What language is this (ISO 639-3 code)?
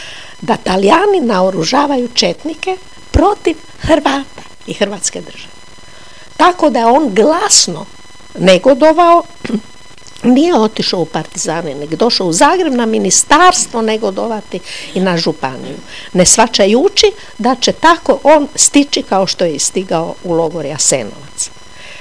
hrv